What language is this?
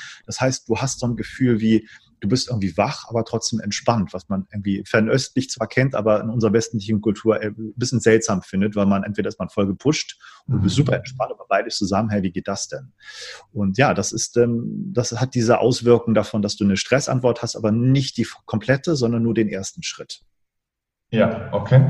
German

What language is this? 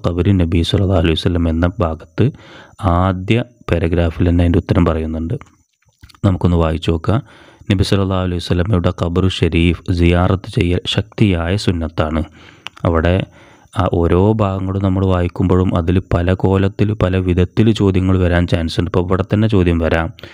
Malayalam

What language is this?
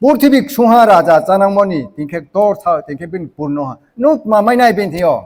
Riang (India)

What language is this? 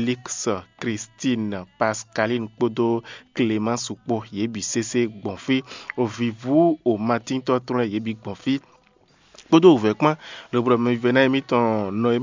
Fon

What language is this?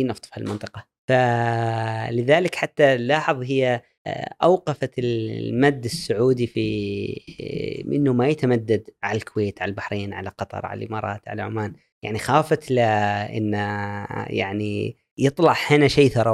Gulf Arabic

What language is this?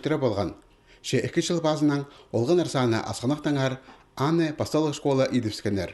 Khakas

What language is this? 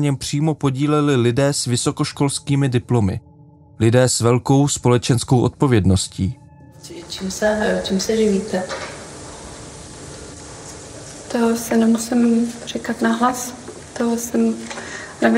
Czech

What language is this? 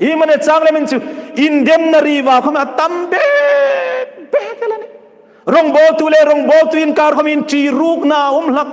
Hmar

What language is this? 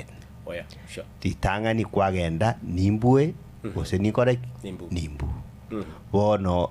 Gusii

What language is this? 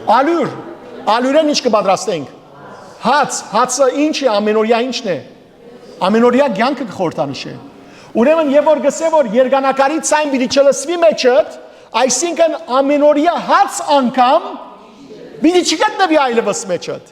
Western Armenian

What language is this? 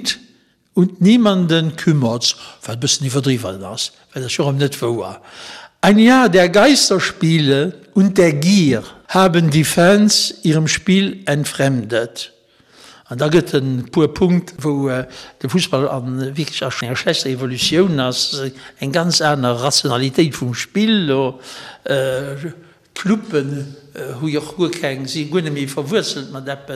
Luxembourgish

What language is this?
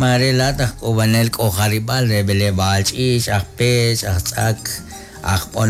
Kekchí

